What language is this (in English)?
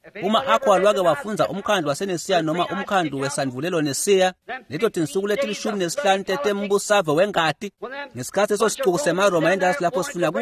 Swati